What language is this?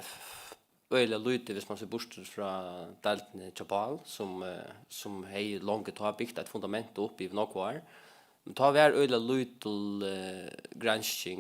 Faroese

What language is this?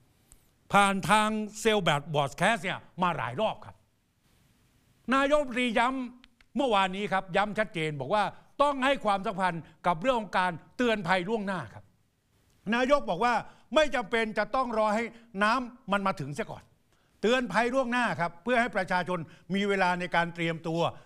Thai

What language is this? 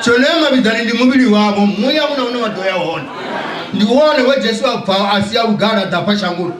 Venda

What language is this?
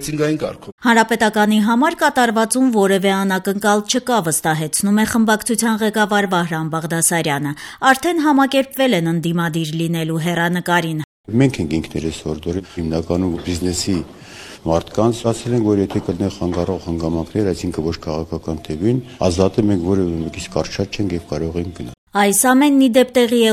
Armenian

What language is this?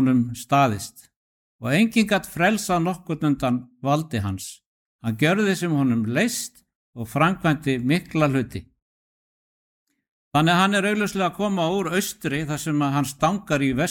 Icelandic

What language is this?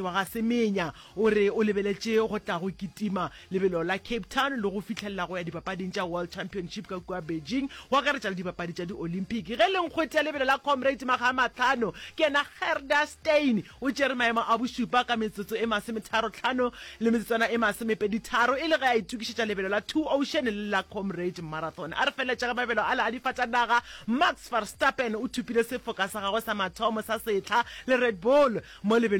Northern Sotho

